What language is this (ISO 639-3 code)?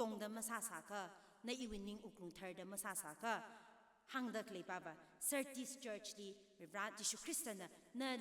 nmf